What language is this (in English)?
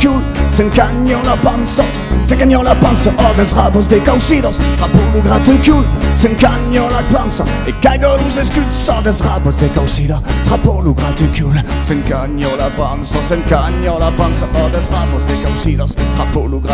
Occitan